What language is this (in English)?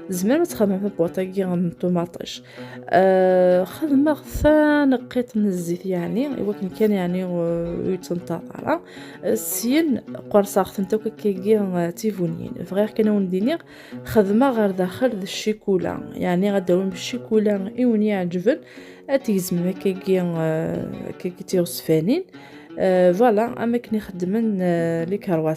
Kabyle